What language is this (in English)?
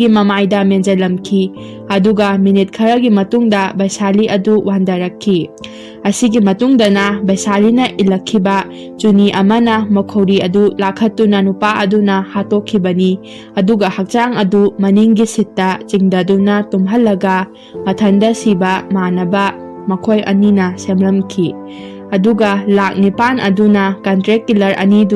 Manipuri